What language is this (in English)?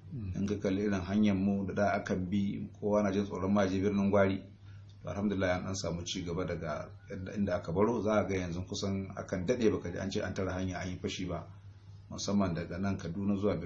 Hausa